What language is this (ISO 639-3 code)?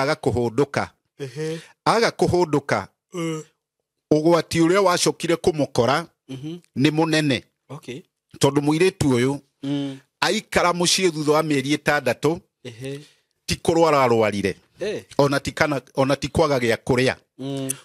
kik